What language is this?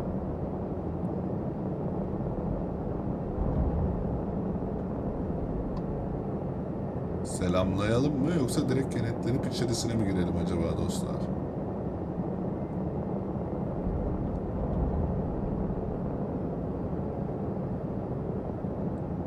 Turkish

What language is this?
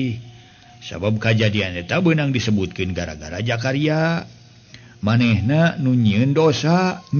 Sundanese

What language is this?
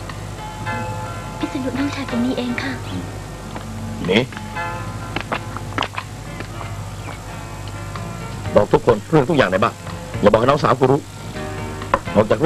Thai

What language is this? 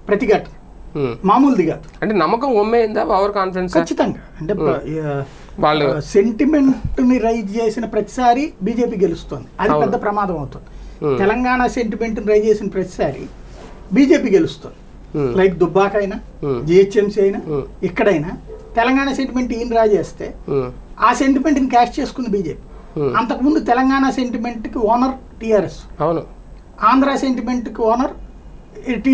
Telugu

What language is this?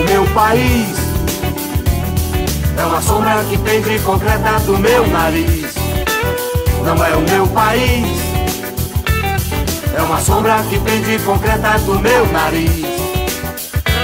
Portuguese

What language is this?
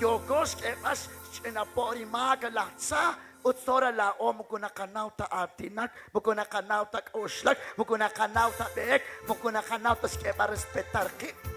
Kekchí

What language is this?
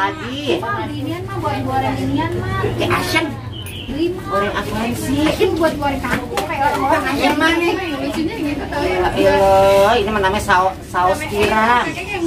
Betawi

